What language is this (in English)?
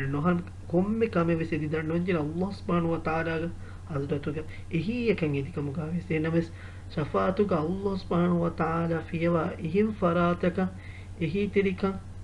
Divehi